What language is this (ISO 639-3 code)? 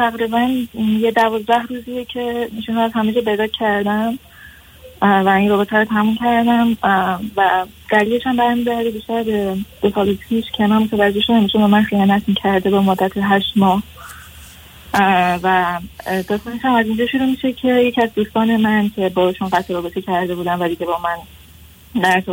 fas